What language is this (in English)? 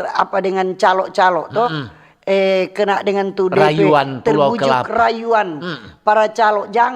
Manado Malay